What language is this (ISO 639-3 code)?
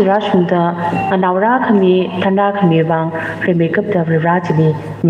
nmf